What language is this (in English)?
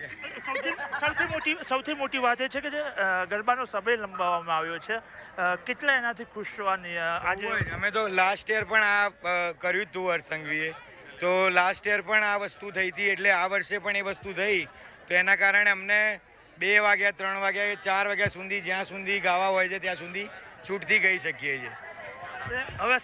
Gujarati